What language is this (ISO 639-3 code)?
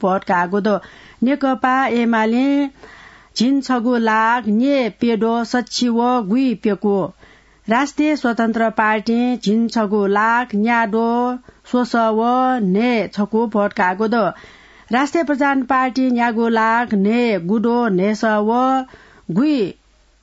new